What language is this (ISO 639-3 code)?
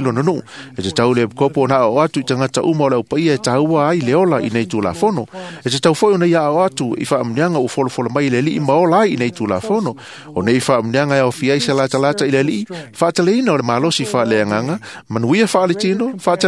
smo